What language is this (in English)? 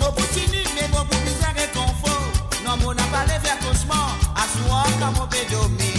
Morisyen